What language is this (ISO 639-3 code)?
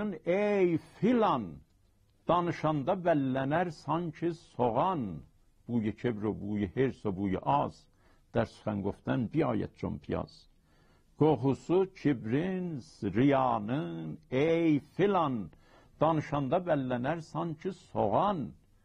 azb